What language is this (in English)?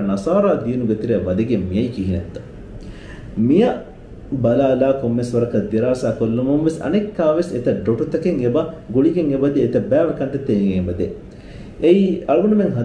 Divehi